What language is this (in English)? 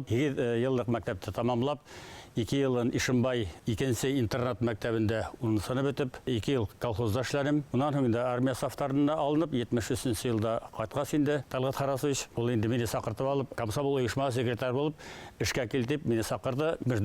Bashkir